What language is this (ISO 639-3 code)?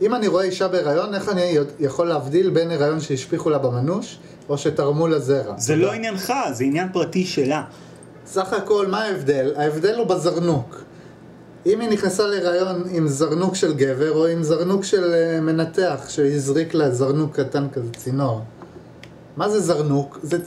heb